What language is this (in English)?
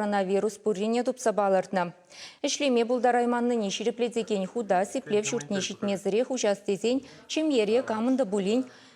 Chuvash